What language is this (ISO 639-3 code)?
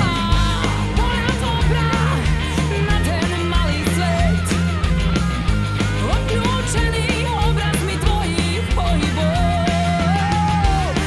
slk